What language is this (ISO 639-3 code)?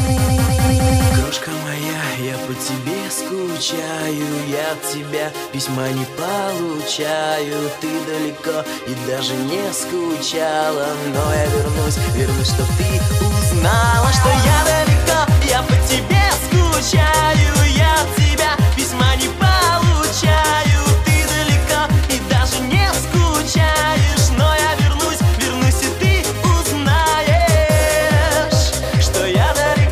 rus